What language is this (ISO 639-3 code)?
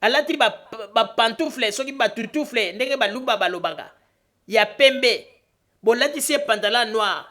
lin